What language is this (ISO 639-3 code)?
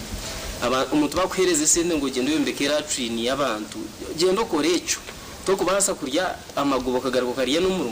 nyn